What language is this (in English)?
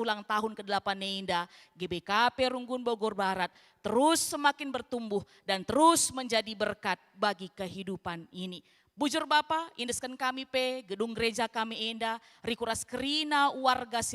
Batak Karo